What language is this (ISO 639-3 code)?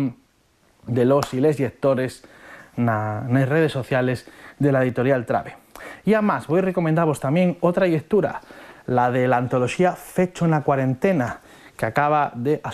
ast